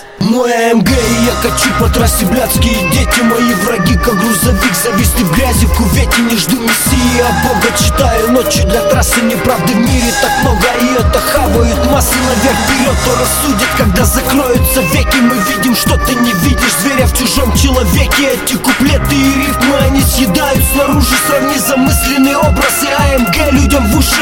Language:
Russian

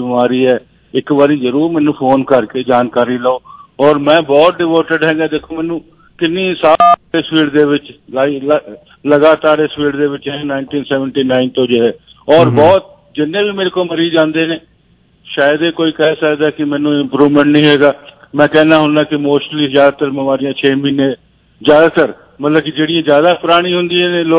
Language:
Punjabi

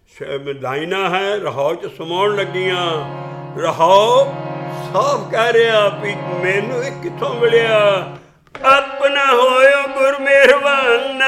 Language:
Punjabi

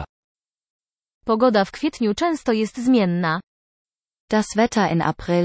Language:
Polish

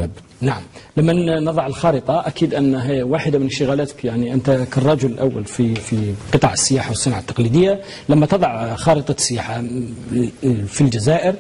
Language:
Arabic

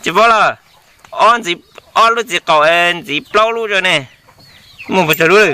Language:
Hmong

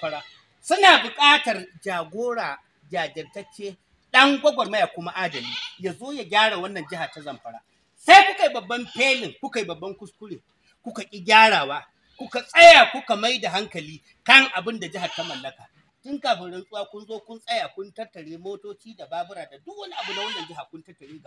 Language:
Hausa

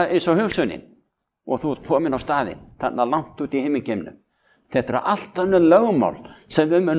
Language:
Icelandic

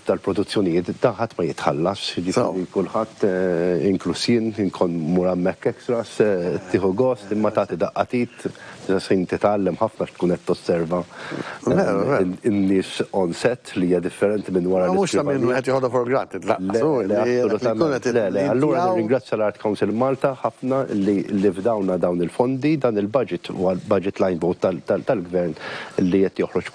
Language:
Maltese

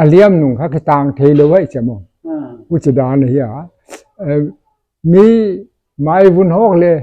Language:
Paite Chin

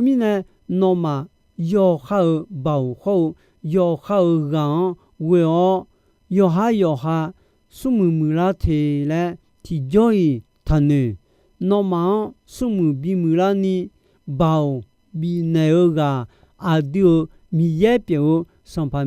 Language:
Akha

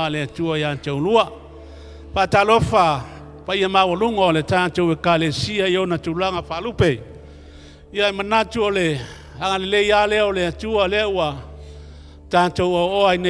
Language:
Samoan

